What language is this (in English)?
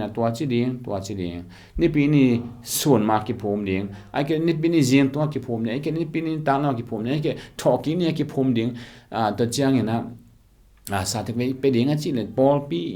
Tedim Chin